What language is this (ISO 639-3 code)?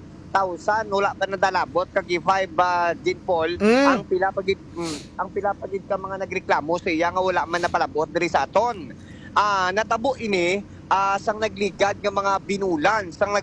hil